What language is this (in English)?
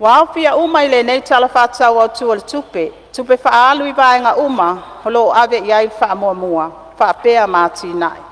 Samoan